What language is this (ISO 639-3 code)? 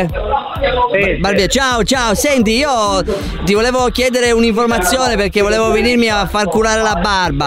ita